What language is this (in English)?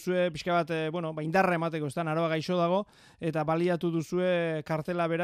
Basque